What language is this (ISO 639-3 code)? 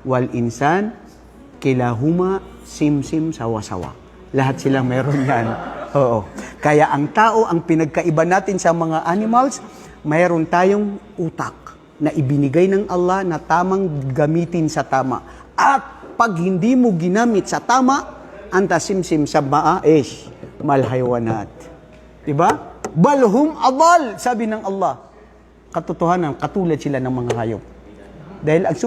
mrw